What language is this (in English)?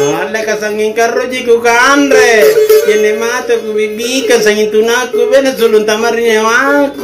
Makasar